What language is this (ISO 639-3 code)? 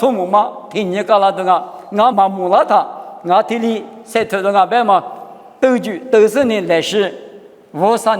lis